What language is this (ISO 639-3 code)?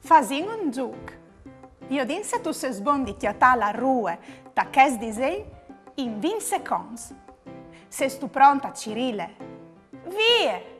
fur